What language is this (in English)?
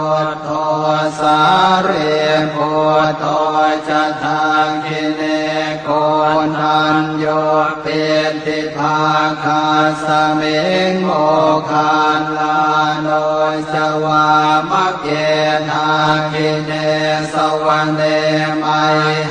Pali